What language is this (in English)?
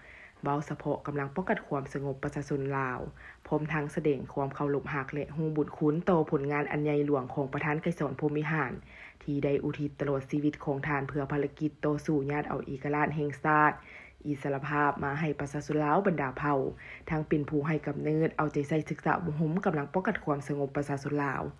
Lao